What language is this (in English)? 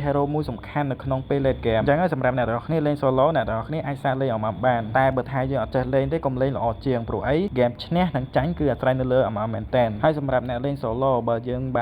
Khmer